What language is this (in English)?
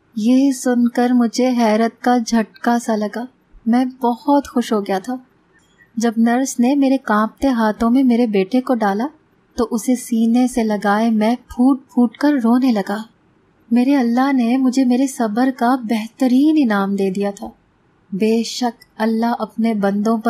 Urdu